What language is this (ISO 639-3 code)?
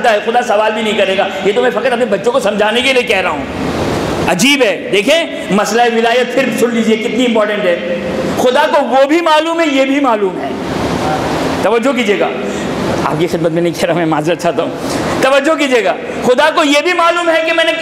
urd